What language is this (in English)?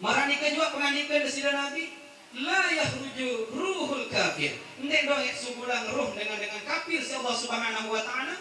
Sasak